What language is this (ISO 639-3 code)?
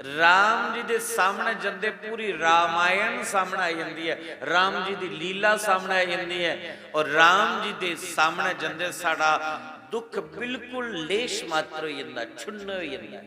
doi